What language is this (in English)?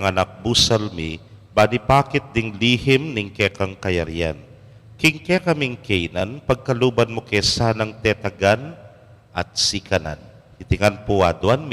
Pampanga